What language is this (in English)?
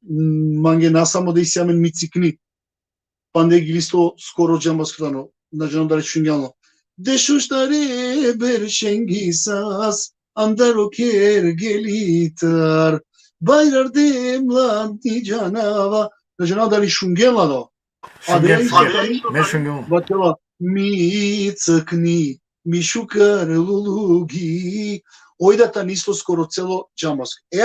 Balkan Romani